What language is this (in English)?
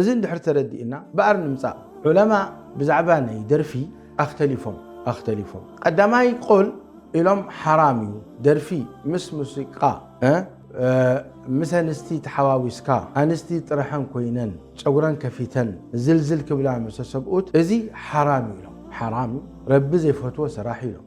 Tigrinya